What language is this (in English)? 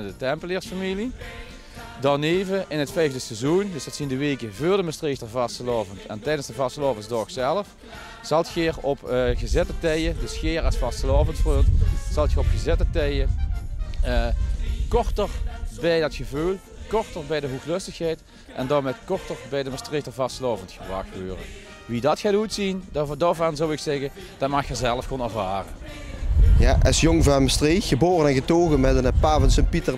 Limburgish